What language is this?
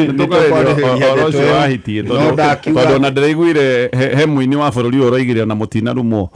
Kikuyu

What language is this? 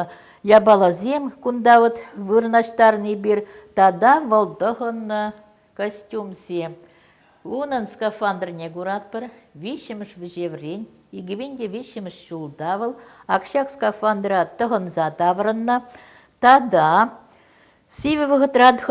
Chuvash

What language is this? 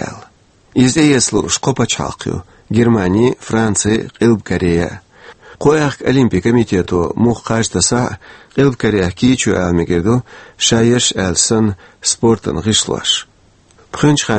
Chechen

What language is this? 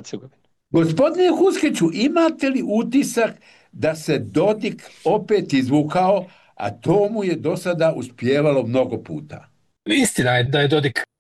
Bosnian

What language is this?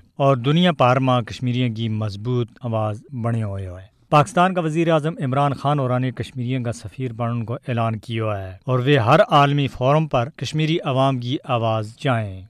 Gujari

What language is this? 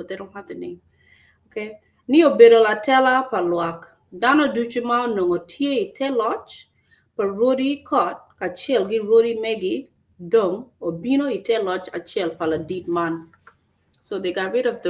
Acoli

